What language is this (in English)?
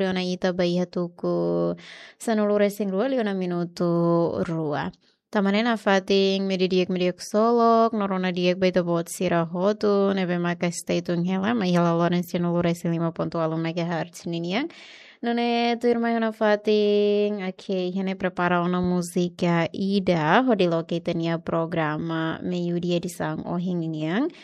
Tetum